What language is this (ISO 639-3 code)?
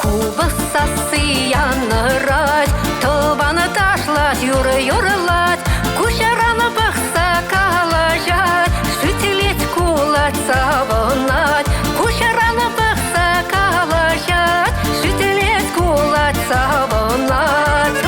chv